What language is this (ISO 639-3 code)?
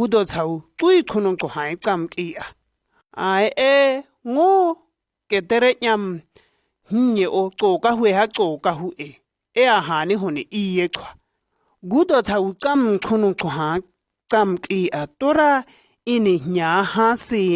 shg